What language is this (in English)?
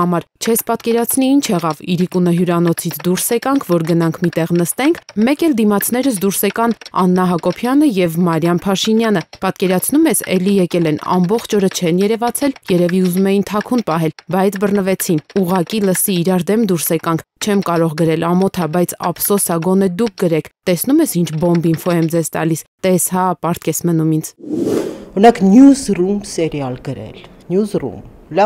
Armenian